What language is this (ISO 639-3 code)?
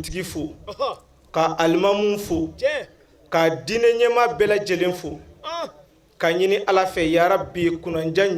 bam